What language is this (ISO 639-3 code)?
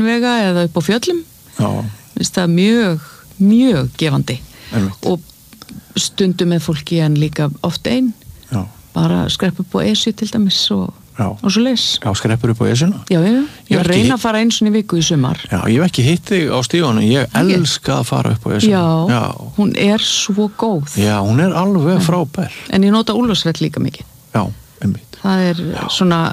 isl